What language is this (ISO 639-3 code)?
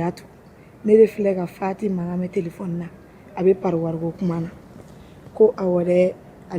bam